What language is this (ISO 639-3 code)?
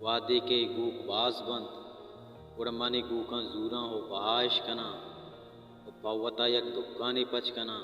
bal